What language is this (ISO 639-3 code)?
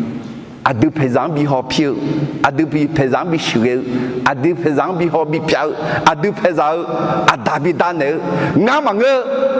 ahk